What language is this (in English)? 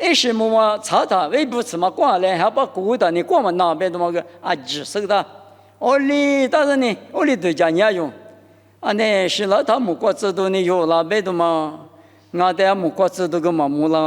Lisu